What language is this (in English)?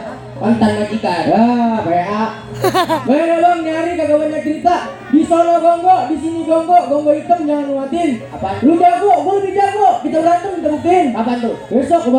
Betawi